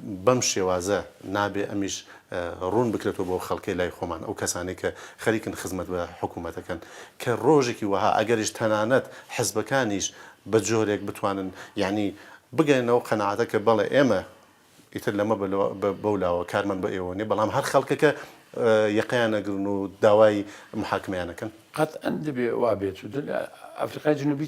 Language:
Central Kurdish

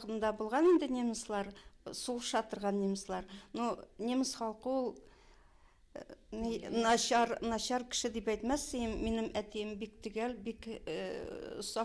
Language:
Tatar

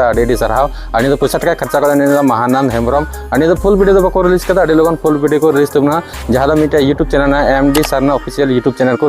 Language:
Santali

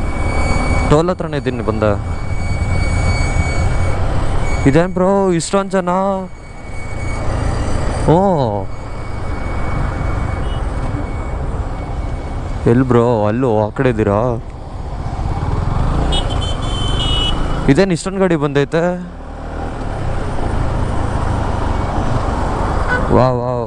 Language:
Kannada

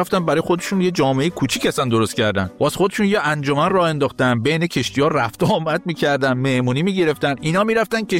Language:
Persian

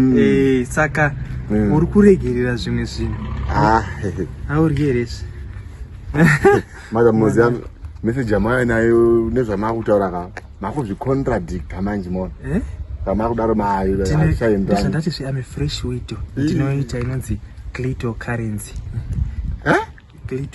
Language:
Shona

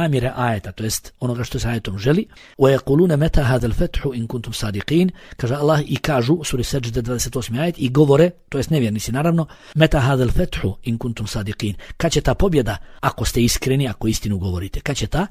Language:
Bosnian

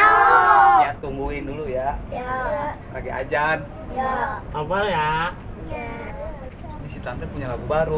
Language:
Betawi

